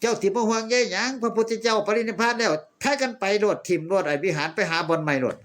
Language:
Northeastern Thai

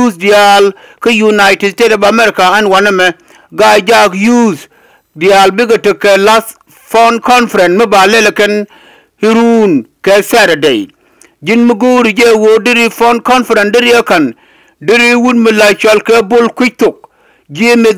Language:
Nuer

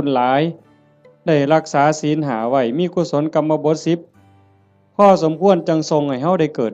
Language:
Northeastern Thai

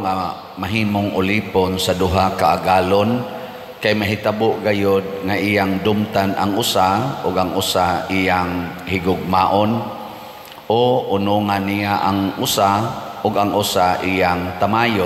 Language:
Cebuano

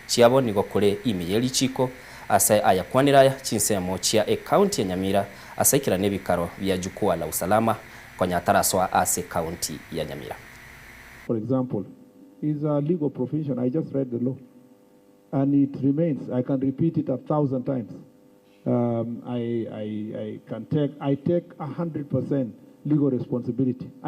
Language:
Gusii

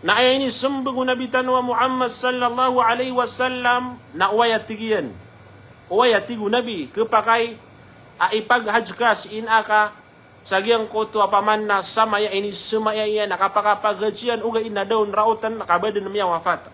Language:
Maranao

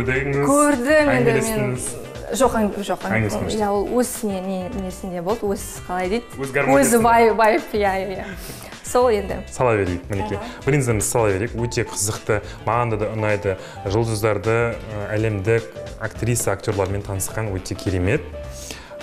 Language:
Kazakh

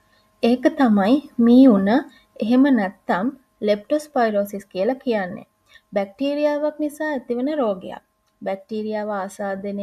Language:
Sinhala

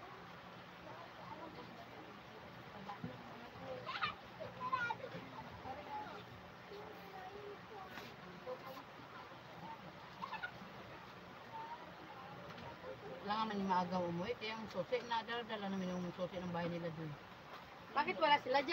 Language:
Filipino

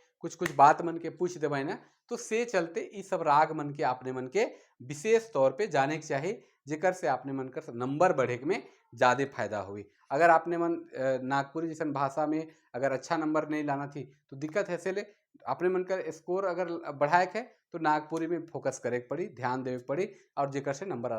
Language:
Sadri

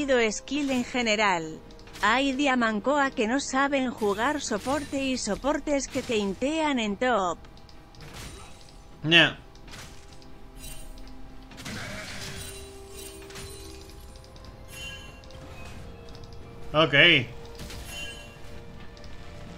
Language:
Spanish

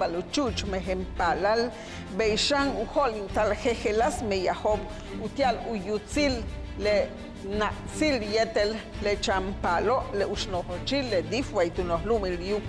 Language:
Yucateco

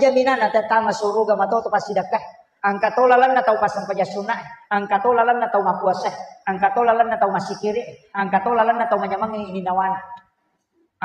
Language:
Buginese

